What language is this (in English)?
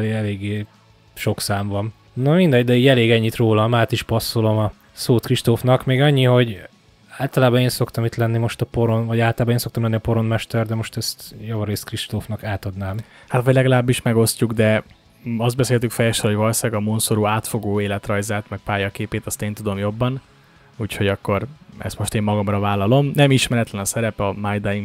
Hungarian